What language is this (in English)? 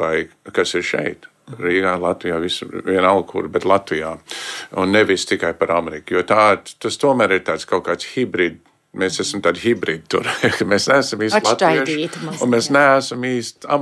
Latvian